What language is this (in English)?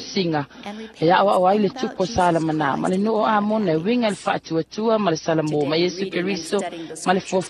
Samoan